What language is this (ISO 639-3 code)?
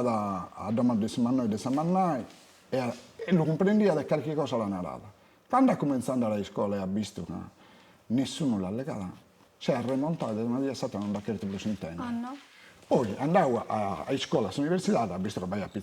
srd